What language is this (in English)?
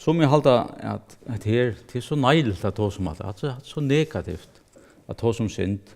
Faroese